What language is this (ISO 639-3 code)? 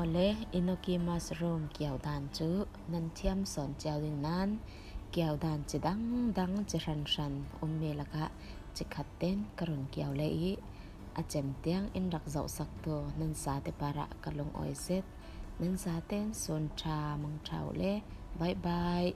cfm